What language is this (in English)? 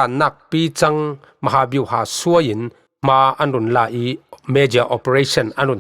Falam Chin